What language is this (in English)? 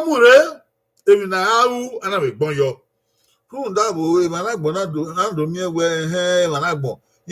Bini